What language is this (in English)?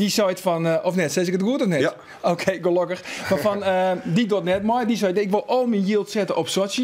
Western Frisian